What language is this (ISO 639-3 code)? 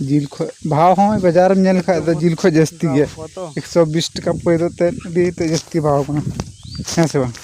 sat